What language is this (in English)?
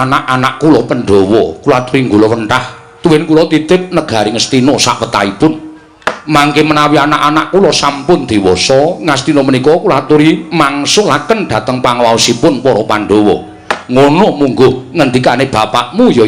Javanese